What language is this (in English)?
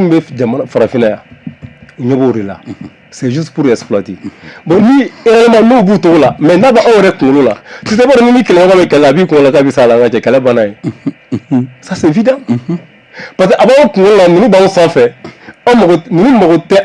Bambara